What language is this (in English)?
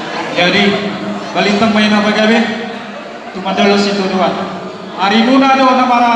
Batak Toba